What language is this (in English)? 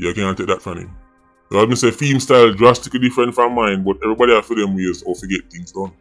Jamaican Creole English